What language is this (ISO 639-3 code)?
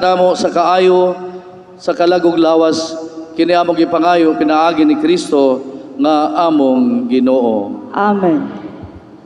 ceb